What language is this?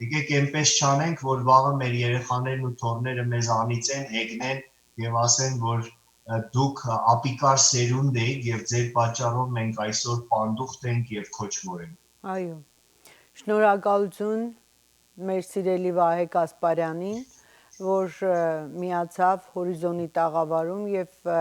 Western Armenian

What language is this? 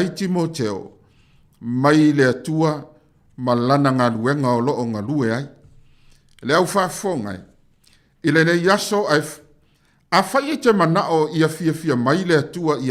Samoan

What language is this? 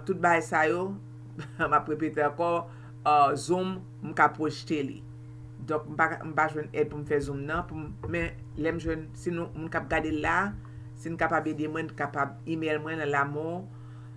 Haitian Creole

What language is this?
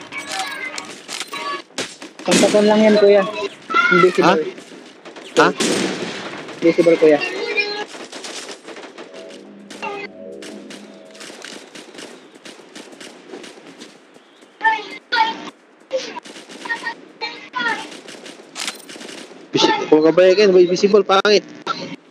Filipino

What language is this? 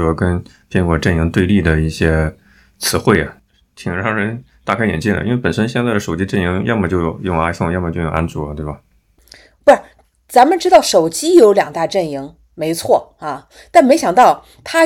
Chinese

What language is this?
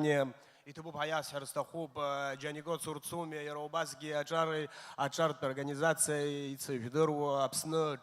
Abkhazian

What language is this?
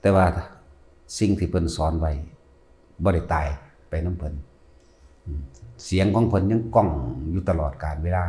Northeastern Thai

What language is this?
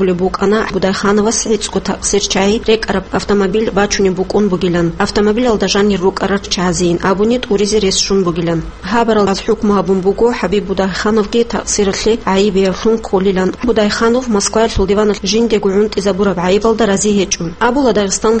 Avaric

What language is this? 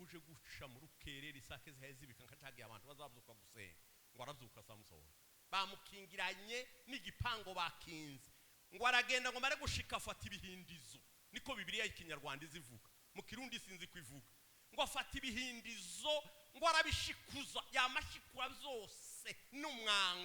Rundi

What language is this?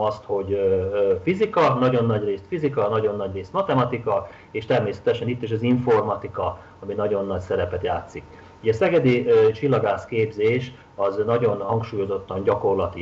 Hungarian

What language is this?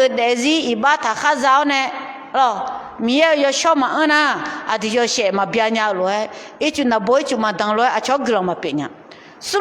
Akha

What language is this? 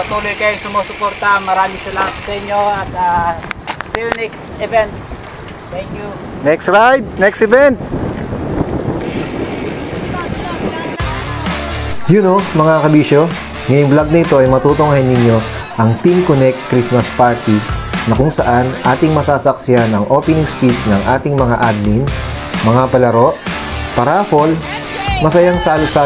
Filipino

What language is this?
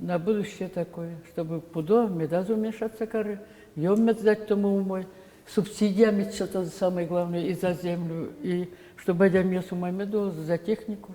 Udmurt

